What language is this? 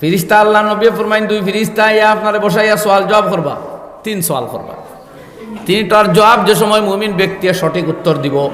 Sylheti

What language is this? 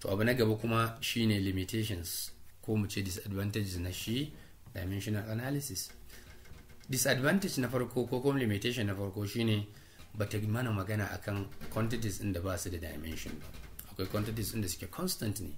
Hausa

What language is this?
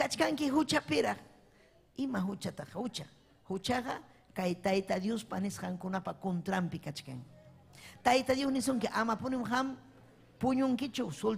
Ayacucho Quechua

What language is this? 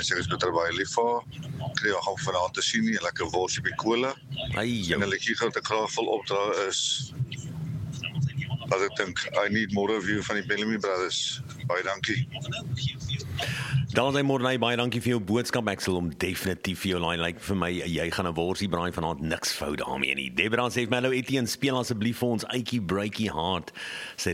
Afrikaans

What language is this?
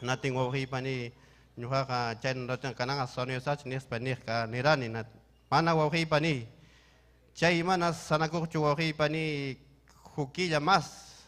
Ayacucho Quechua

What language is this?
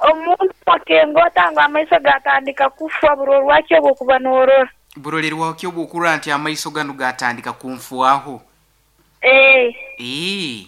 Nyoro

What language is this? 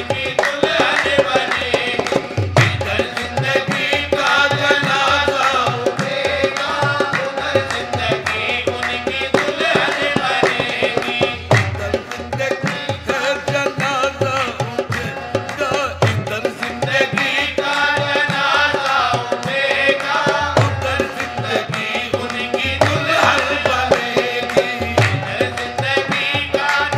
Hindi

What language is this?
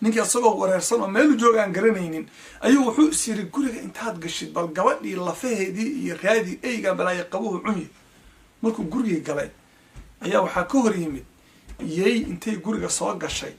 Somali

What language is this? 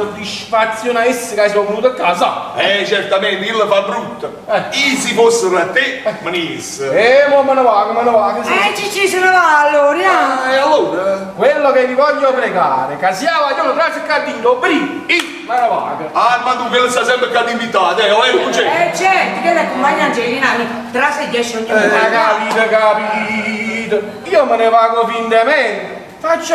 Neapolitan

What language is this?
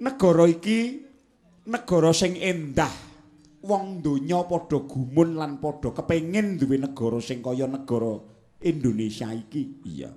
Javanese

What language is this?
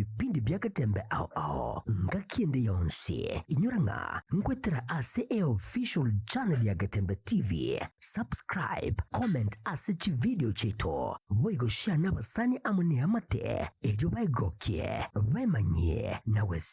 Gusii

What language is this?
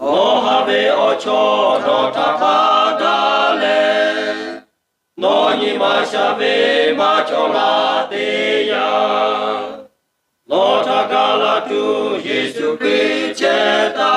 Lahu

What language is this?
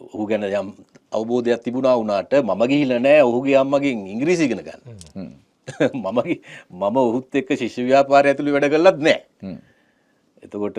Sinhala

